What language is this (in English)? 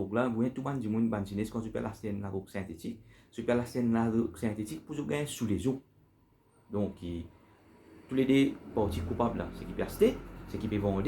Morisyen